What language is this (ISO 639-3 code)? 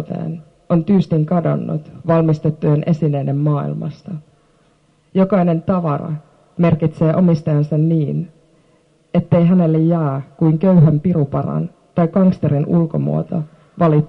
fin